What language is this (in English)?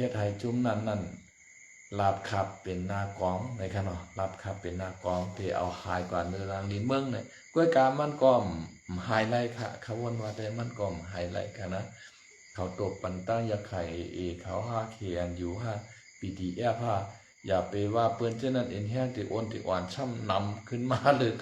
Shan